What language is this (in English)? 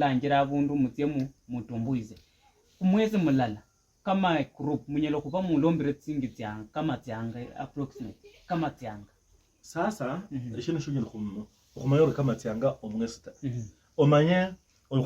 Luyia